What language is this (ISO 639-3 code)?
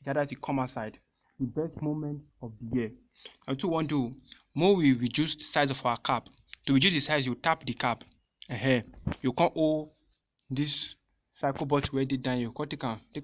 pcm